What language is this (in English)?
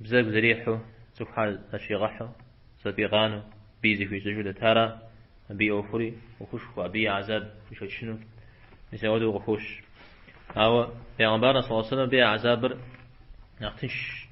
Kabardian